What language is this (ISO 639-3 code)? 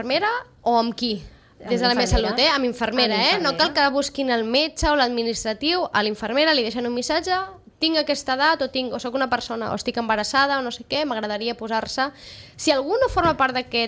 cat